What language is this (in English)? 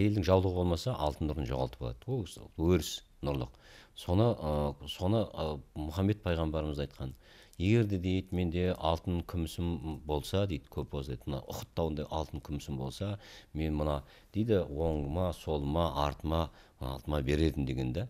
Kazakh